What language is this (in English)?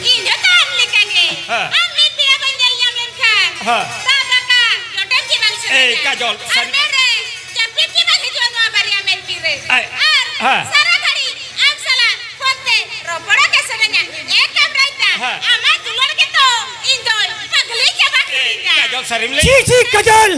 Santali